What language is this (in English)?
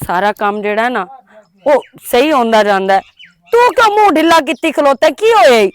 Western Panjabi